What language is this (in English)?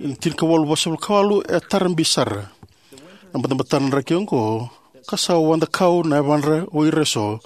Fijian